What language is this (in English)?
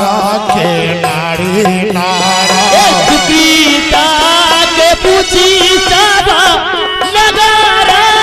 Maithili